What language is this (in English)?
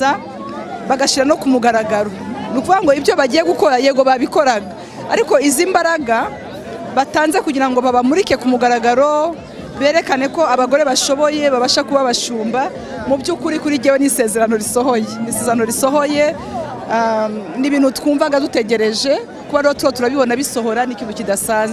Kinyarwanda